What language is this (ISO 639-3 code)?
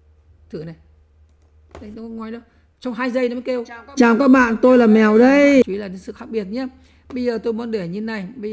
vie